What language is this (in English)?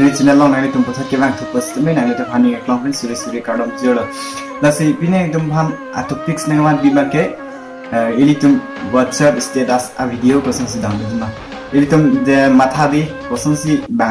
Karbi